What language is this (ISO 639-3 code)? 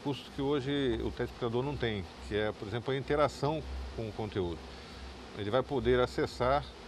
por